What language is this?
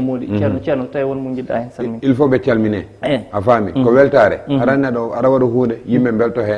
Fula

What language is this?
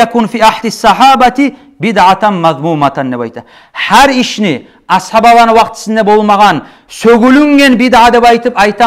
Kumyk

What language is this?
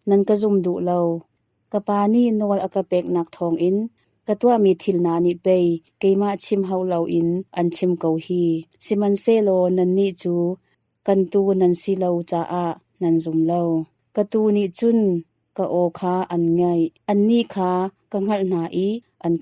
Hakha Chin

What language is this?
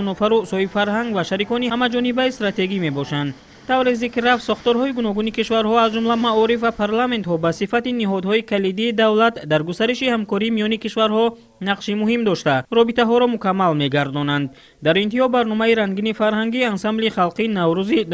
Tajik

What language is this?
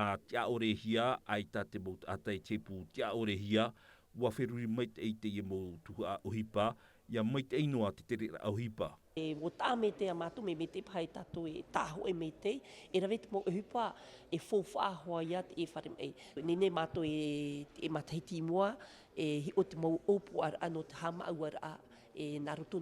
Tahitian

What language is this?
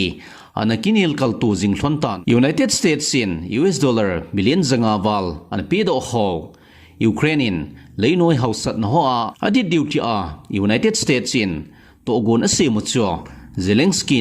Thado Chin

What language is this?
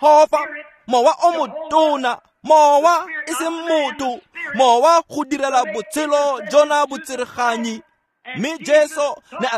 Tswana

